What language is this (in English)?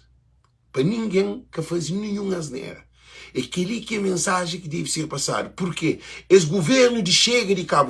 Kabuverdianu